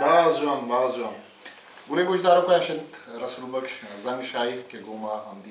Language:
Baluchi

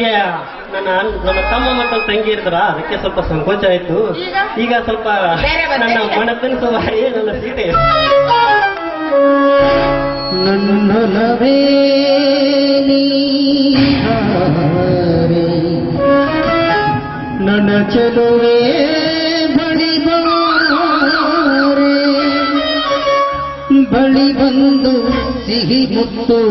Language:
Kannada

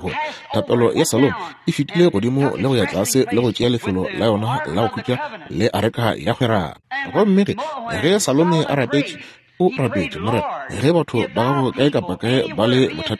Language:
Northern Sotho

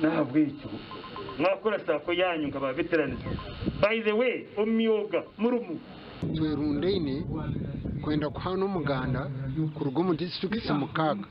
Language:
Nyankole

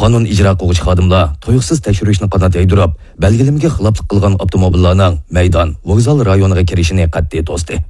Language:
Uyghur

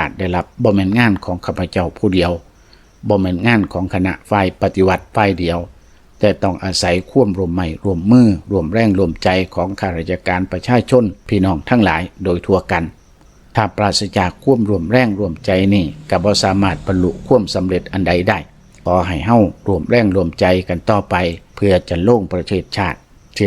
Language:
Lao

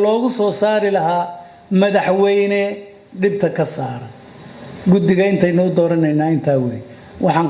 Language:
Somali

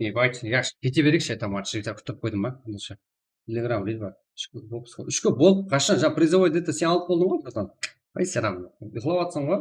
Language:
Kara-Kalpak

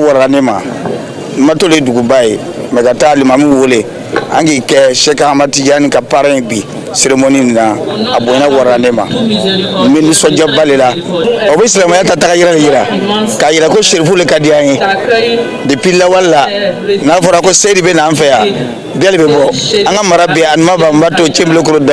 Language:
Bambara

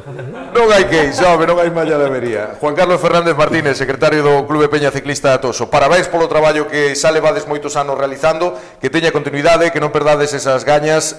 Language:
Galician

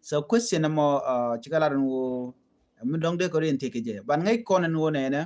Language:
Nuer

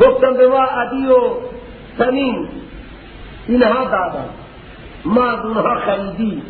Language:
Persian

